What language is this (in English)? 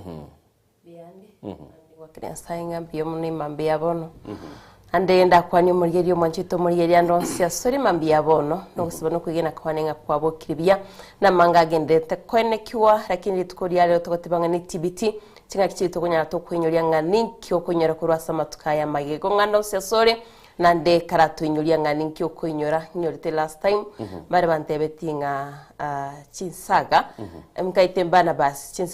Gusii